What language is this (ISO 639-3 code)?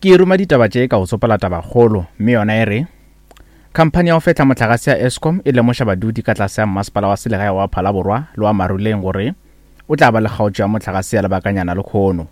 nso